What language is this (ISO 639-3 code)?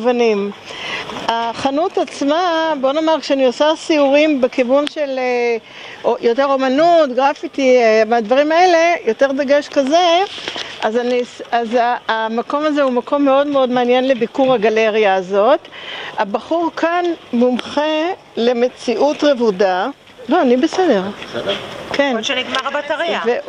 heb